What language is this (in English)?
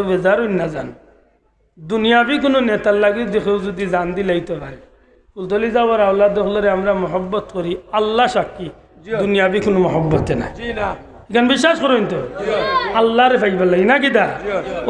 Sylheti